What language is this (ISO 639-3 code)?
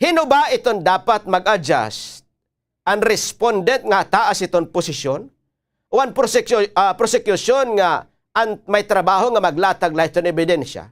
war